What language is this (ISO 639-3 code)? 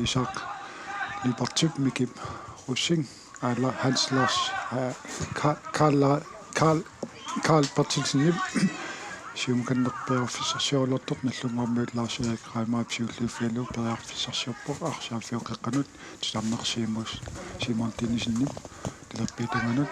kal